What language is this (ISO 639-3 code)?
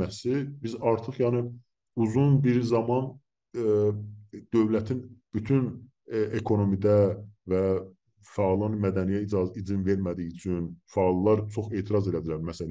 azb